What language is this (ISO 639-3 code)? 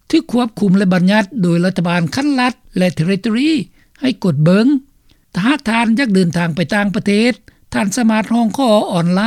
lao